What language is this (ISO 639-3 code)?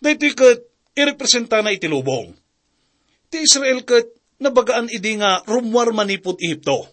ilo